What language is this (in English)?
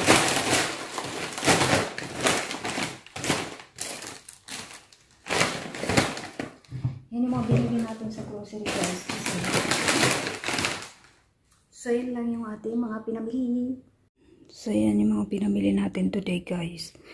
Filipino